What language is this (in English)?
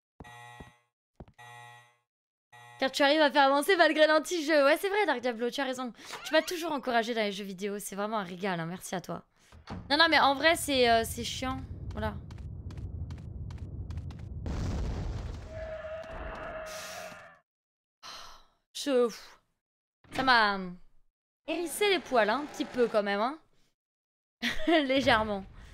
French